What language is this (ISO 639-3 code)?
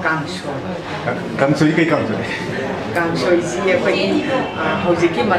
mni